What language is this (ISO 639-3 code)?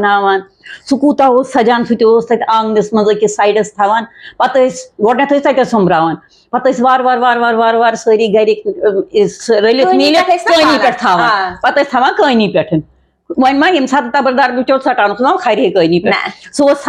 kas